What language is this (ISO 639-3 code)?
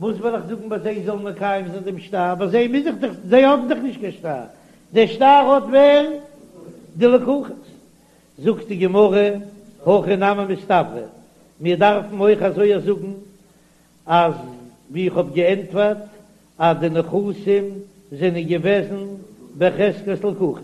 yid